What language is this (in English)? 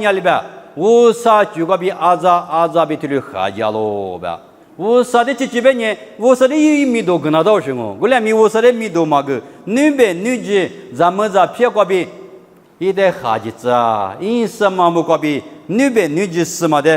Lisu